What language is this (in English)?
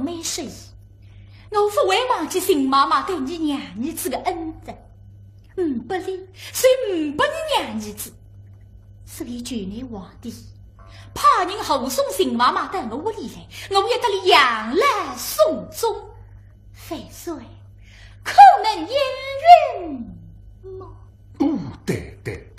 Wu Chinese